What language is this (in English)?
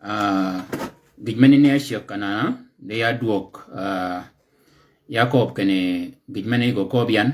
Shilluk